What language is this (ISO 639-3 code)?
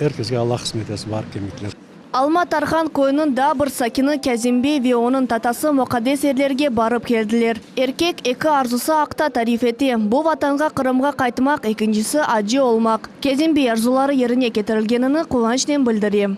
crh